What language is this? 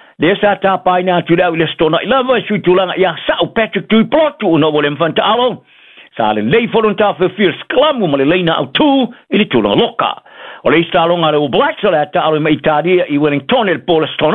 Samoan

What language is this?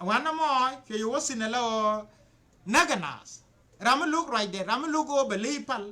Nuer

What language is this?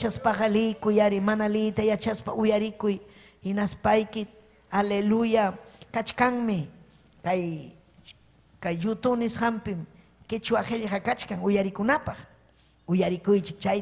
Ayacucho Quechua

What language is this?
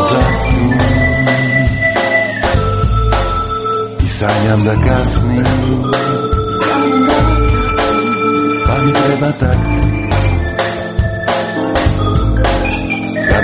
Croatian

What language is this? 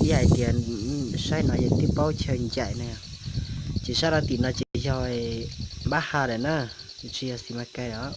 Hmong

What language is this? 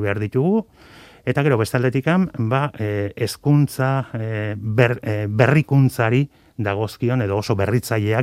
Basque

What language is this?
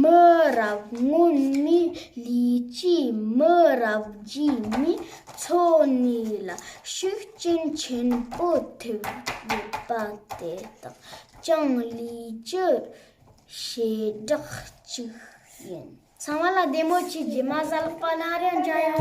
Tibetan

